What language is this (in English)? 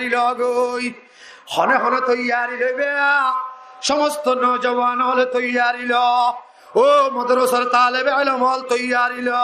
Rohingya